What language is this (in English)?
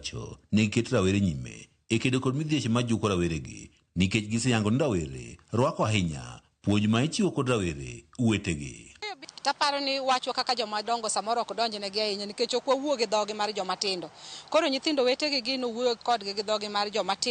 Luo (Kenya and Tanzania)